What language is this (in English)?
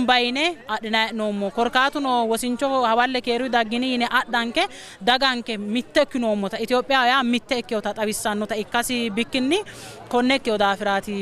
Sidamo